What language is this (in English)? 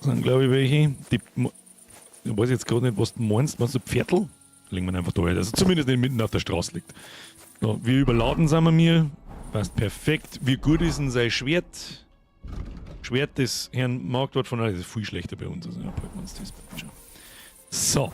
Bavarian